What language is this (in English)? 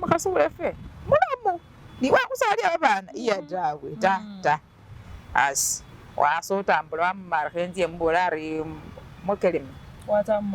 Masaaba